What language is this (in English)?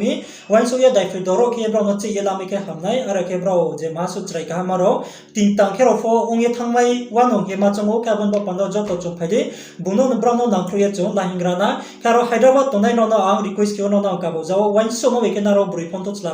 Riang (India)